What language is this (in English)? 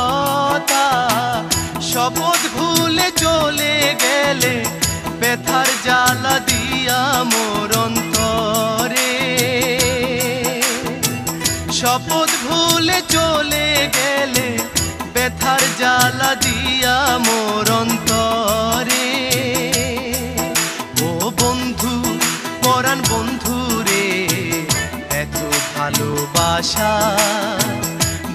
Bangla